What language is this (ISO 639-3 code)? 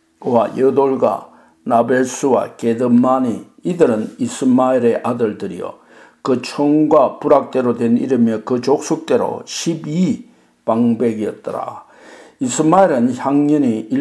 kor